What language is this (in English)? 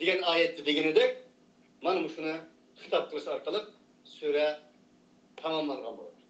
Uyghur